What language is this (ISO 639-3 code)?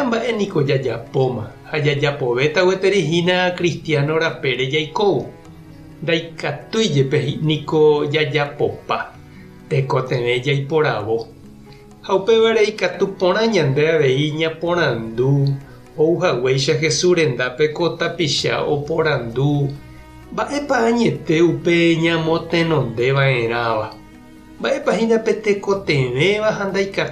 grn